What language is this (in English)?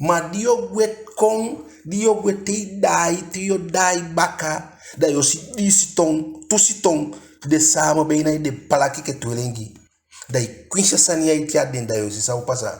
Eastern Maroon Creole